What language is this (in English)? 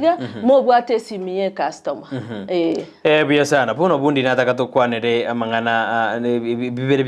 Gusii